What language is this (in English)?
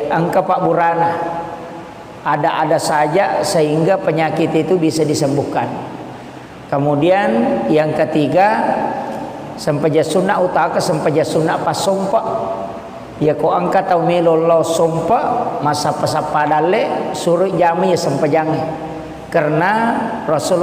Buginese